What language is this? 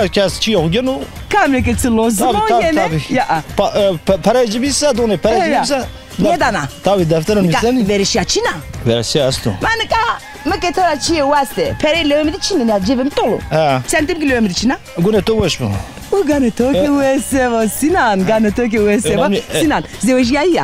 Zaza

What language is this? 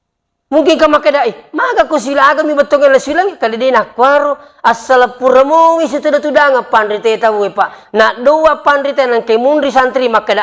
Buginese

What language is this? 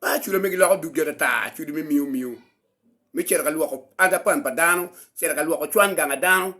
Acoli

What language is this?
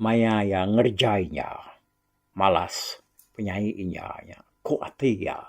Iban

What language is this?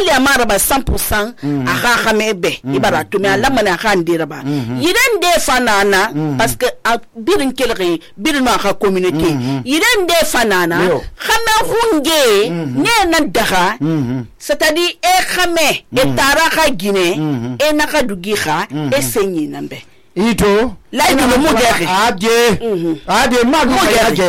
Susu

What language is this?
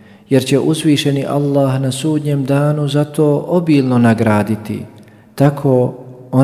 Bosnian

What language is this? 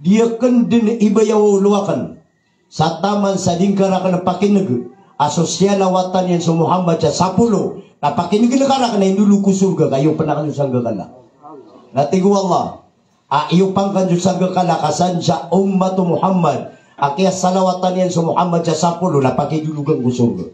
Maranao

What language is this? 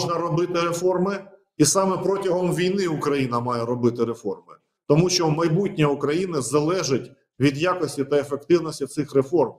Ukrainian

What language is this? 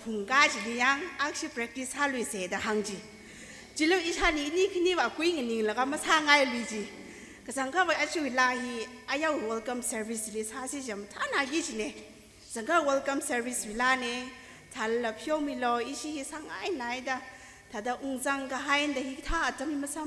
Tangkhul Naga (India)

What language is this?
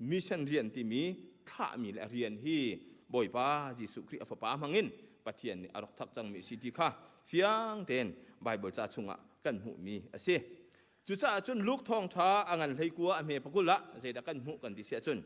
Hakha Chin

